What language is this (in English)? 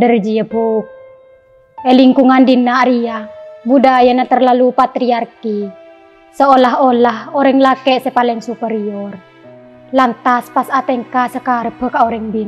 Madurese